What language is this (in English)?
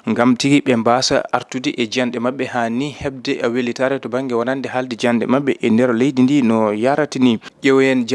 Fula